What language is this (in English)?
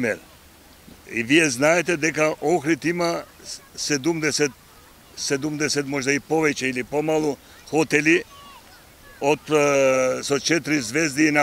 Macedonian